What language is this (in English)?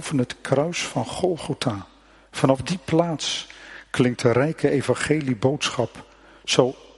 Dutch